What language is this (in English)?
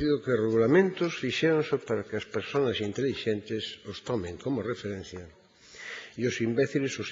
Galician